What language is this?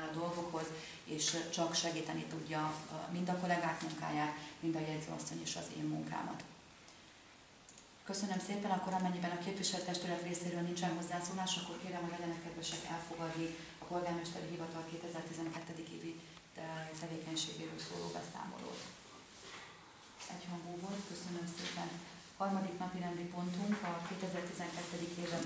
Hungarian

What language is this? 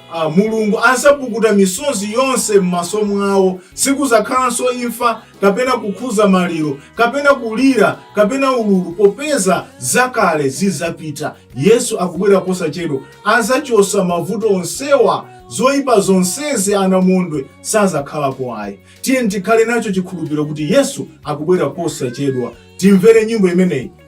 Nyanja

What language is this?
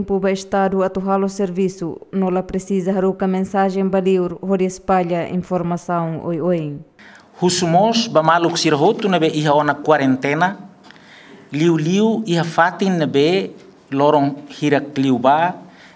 Tetum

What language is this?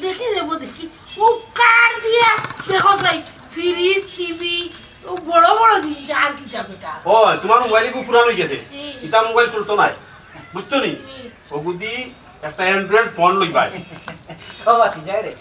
Sylheti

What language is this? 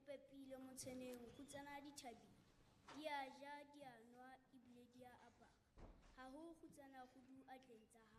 Southern Sotho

